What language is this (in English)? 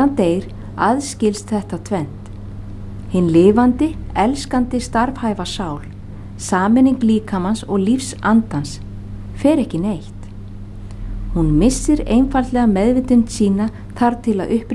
Icelandic